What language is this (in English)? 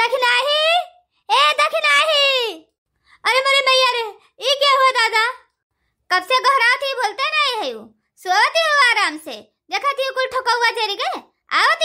Awadhi